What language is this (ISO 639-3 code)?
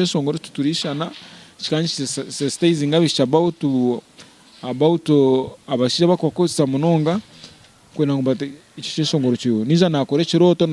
nyn